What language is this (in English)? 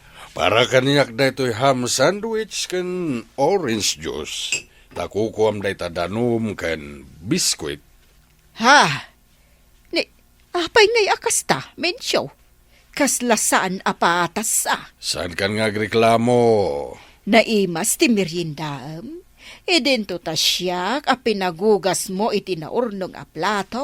Iloko